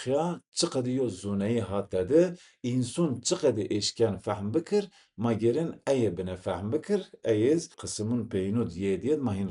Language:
Zaza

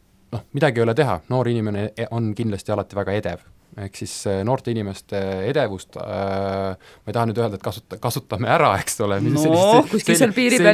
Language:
Estonian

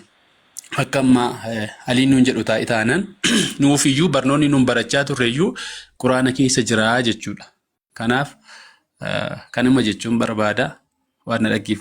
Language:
Oromo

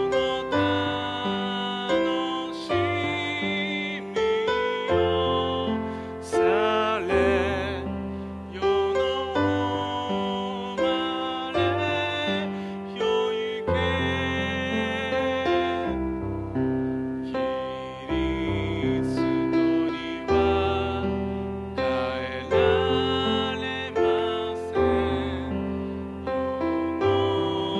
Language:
Japanese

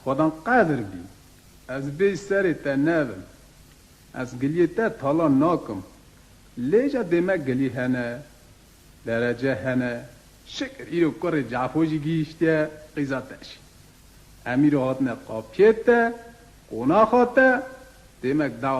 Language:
Kurdish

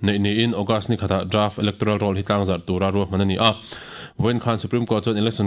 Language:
Mizo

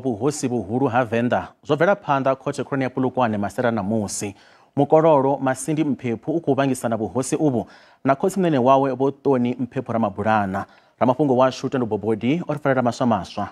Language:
Venda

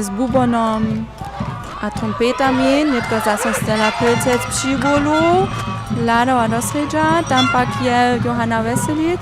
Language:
Upper Sorbian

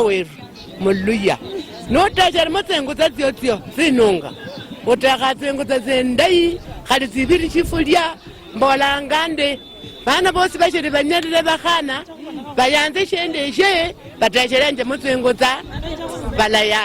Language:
Luyia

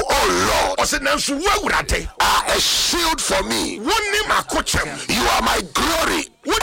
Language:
Akan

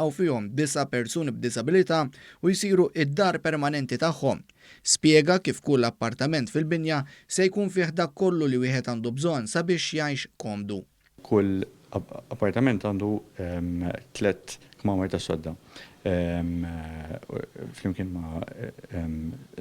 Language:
Maltese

